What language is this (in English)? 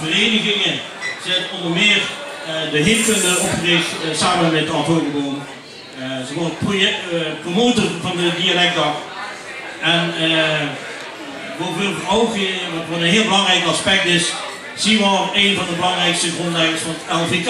Limburgish